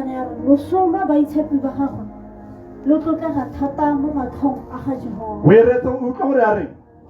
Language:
Tswana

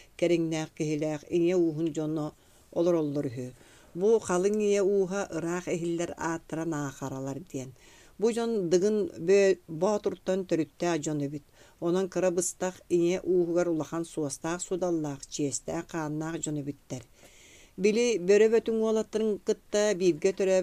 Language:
Yakut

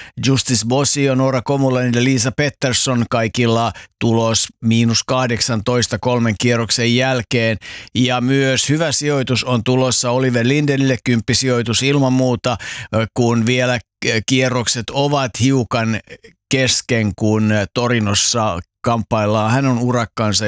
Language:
Finnish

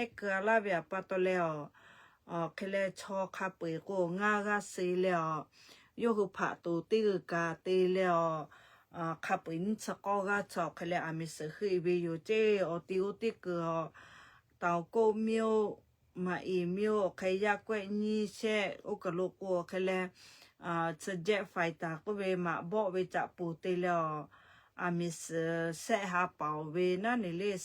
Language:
Lahu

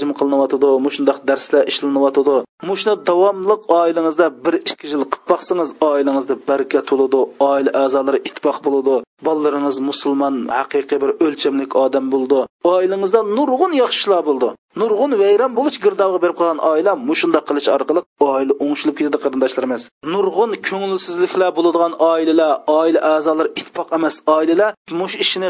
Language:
Uyghur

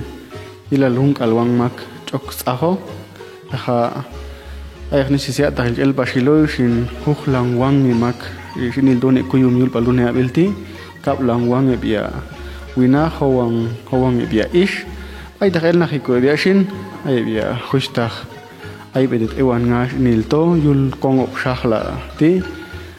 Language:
Popti'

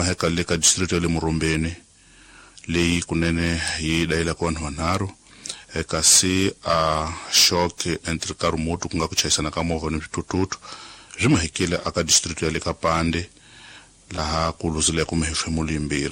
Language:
Tsonga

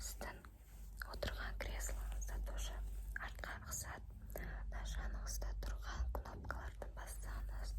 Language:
Kazakh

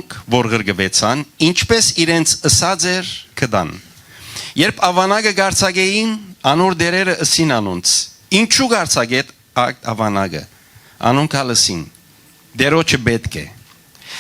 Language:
Western Armenian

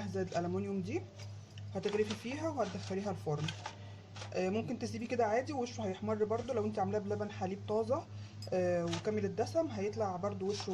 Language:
Egyptian Arabic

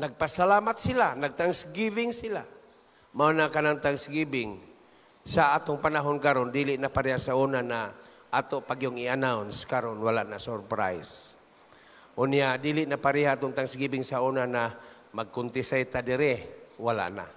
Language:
Cebuano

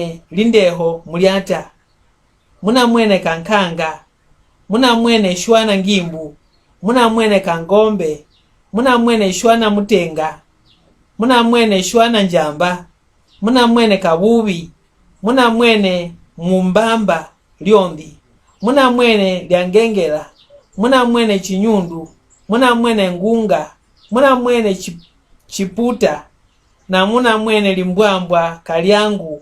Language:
Mbunda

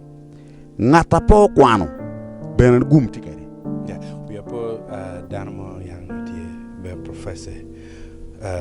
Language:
Acoli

